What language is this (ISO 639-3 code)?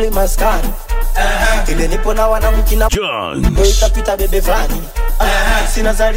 swa